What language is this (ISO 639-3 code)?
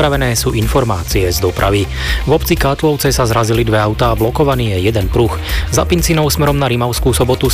slk